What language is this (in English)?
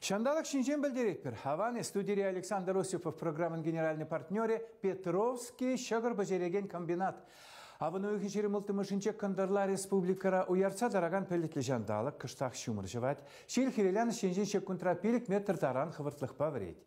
Chuvash